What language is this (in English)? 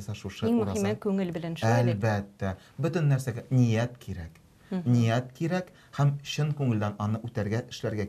Tatar